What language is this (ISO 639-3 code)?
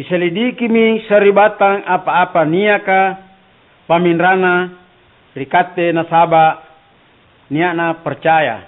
mak